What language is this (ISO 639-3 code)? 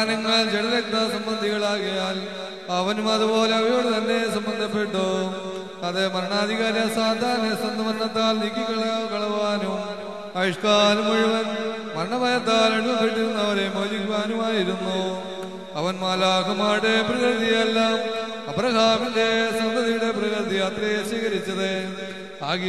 mal